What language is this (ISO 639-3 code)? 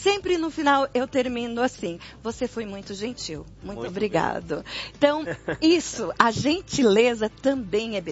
por